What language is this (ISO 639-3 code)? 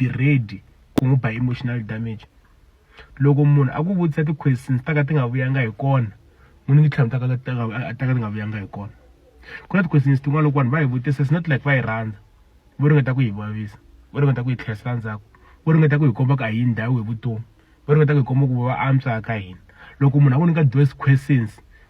tso